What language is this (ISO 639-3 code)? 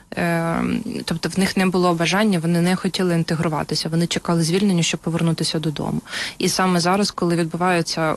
ukr